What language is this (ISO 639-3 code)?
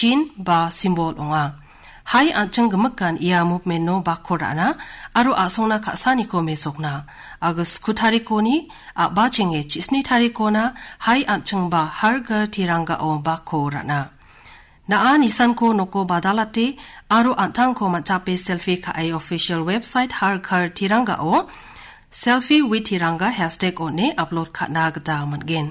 grt